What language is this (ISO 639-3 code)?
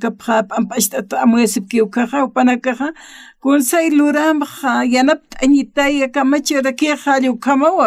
aym